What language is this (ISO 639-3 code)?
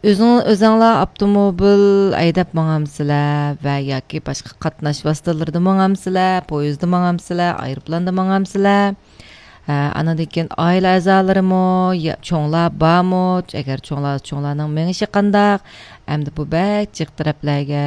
uig